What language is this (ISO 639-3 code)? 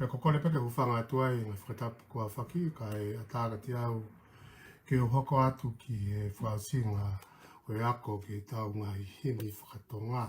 ton